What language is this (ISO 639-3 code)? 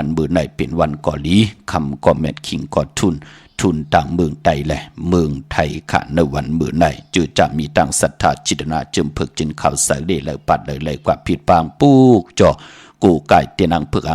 shn